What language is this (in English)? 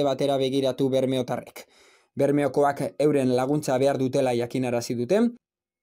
Basque